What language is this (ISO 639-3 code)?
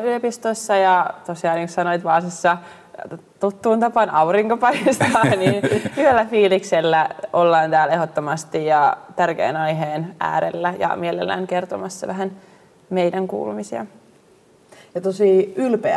fin